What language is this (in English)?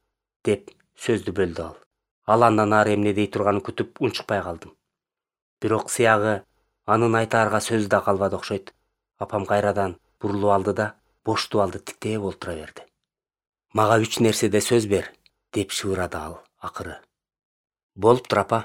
Kyrgyz